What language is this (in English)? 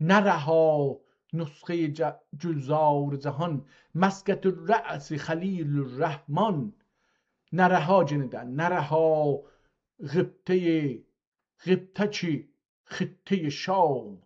South Azerbaijani